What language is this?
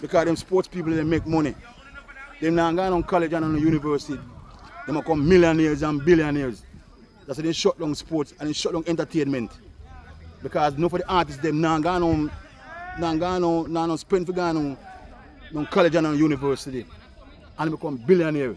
Jamaican Creole English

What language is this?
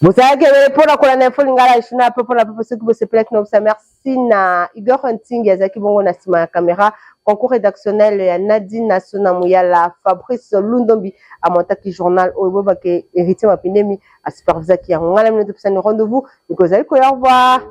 Lingala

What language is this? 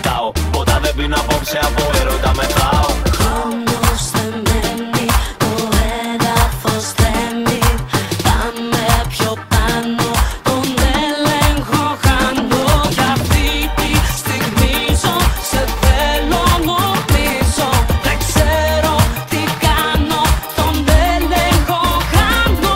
Greek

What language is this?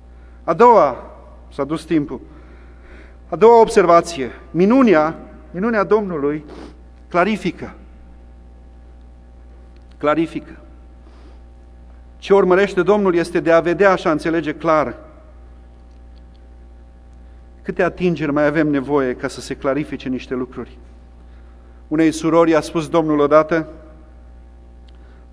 Romanian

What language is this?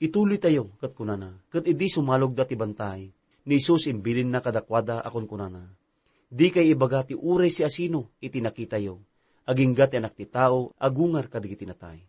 Iloko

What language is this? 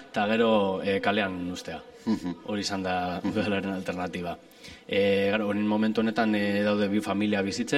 Basque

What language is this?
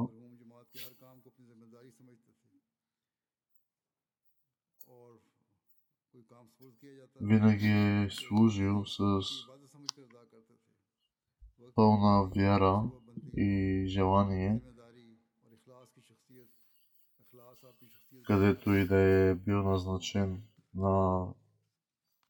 Bulgarian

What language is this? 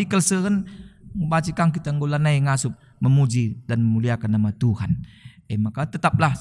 Batak Karo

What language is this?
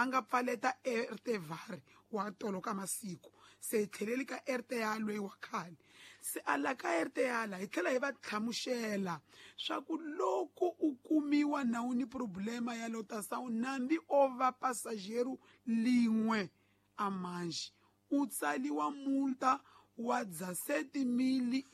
Tsonga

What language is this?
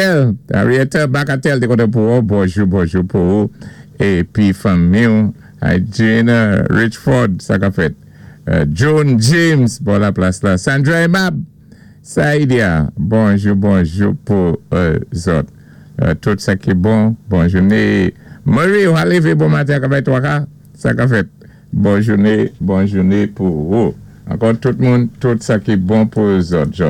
Saint Lucian Creole French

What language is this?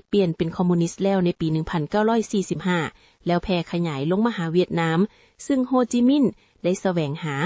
Lao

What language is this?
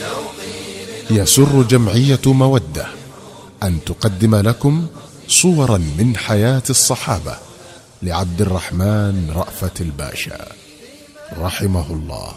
Arabic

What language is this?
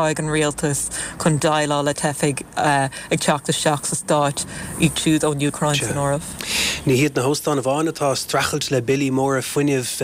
Irish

